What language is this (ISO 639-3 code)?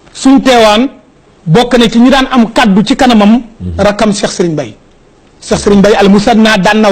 wol